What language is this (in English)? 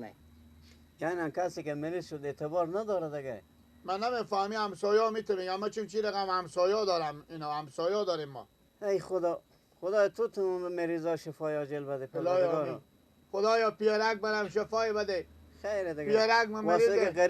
Persian